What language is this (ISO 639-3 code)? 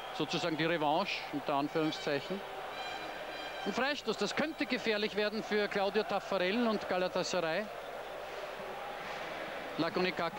deu